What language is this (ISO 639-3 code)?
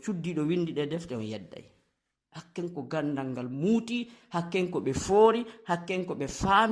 ful